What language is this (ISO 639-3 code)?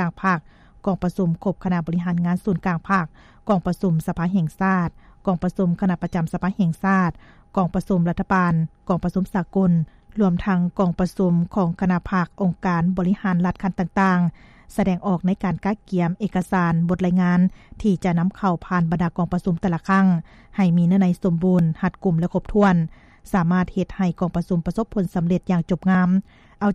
lao